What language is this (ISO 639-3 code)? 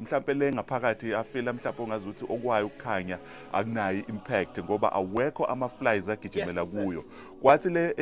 zul